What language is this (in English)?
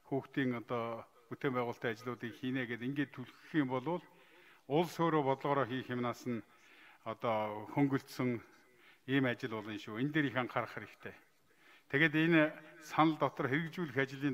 Mongolian